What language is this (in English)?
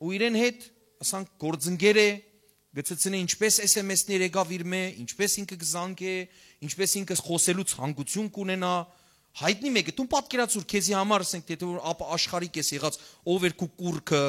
Western Armenian